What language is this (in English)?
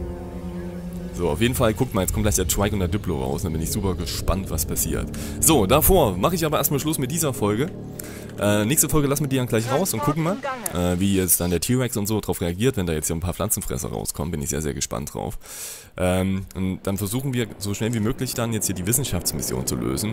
German